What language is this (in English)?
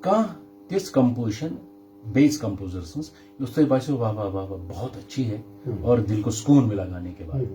Kashmiri